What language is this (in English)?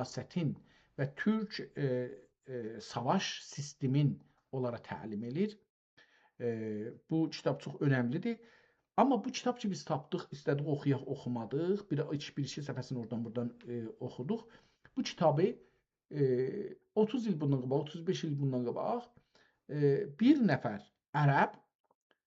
South Azerbaijani